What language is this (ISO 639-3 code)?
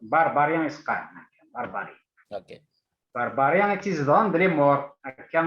kab